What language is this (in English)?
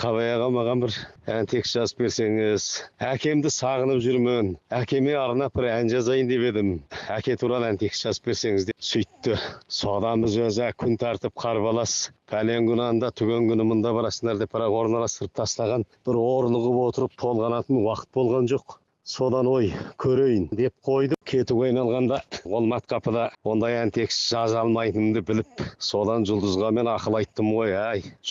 Kazakh